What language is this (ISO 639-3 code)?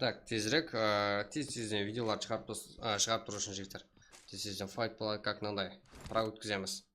kaa